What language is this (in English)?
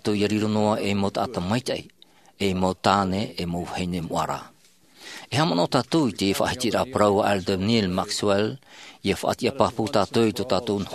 Tahitian